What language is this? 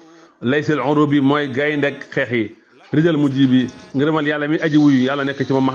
Wolof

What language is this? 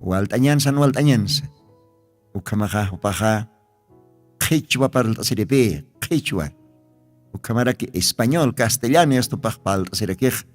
Aymara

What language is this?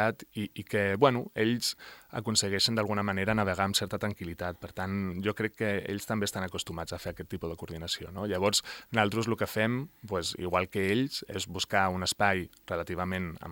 Catalan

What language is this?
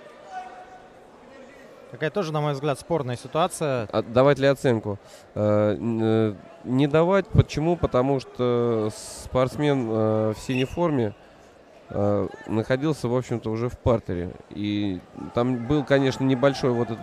Russian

